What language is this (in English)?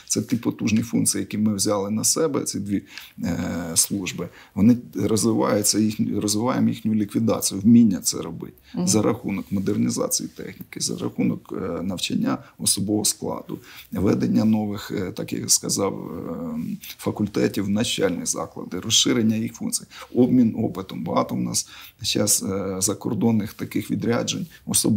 Ukrainian